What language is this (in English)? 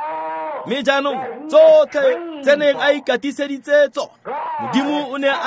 Tswana